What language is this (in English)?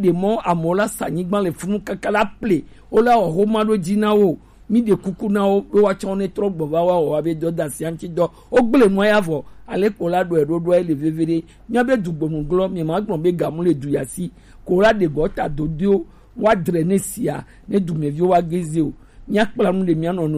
Gen